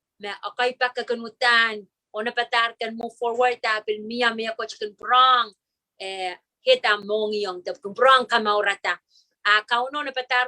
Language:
Pohnpeian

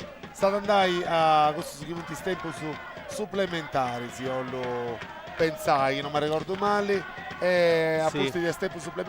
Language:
Sardinian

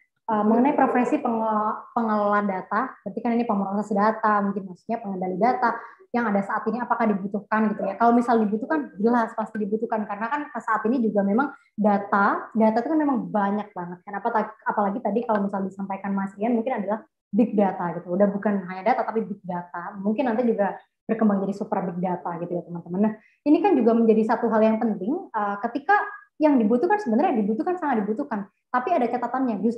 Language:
Indonesian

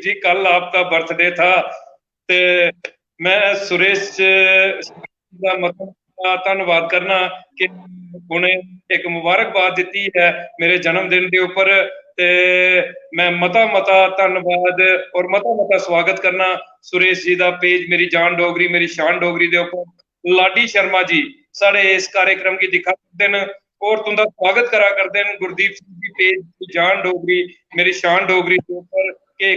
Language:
Dogri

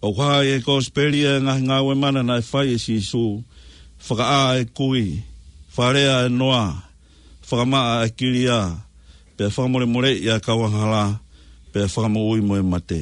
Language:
Tongan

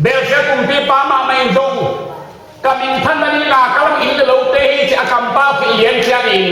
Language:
Tedim Chin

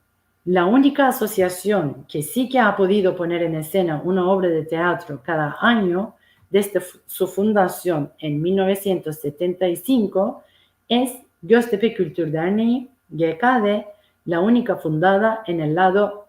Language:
Ladino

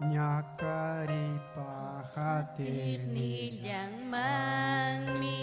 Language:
Ayacucho Quechua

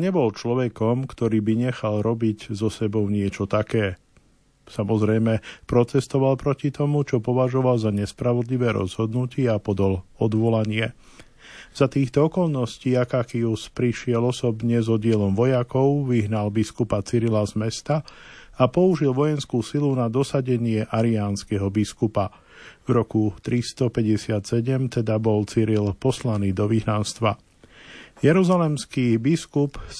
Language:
Slovak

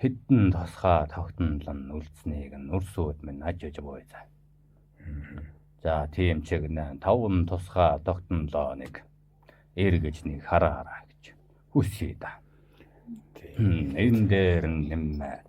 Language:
Mongolian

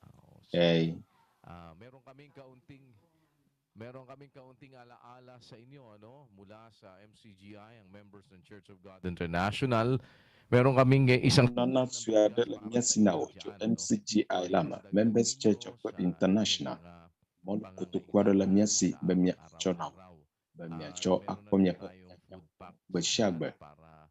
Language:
Ewe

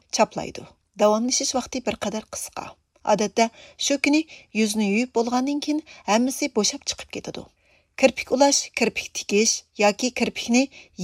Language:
Uyghur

